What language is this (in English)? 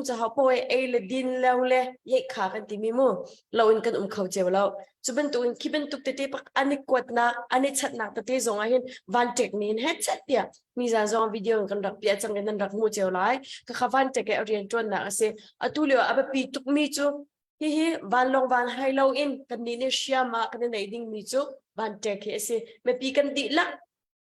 Hakha Chin